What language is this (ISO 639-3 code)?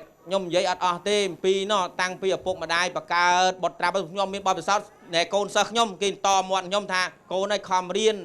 khm